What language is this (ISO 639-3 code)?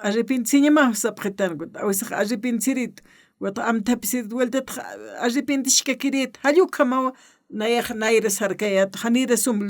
aym